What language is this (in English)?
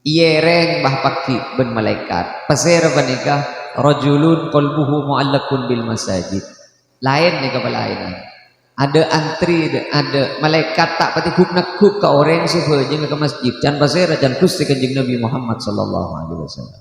Madurese